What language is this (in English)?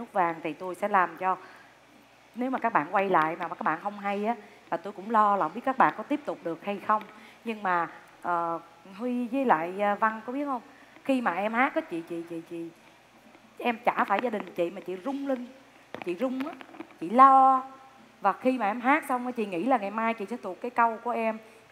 Vietnamese